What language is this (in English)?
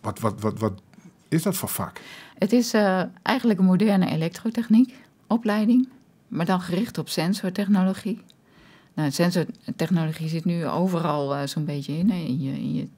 Western Frisian